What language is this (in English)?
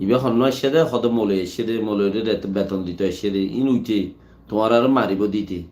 Rohingya